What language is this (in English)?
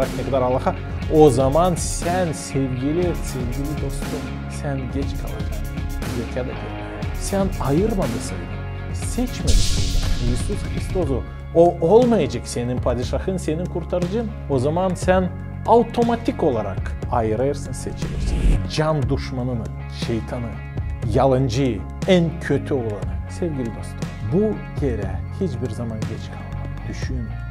Gagauz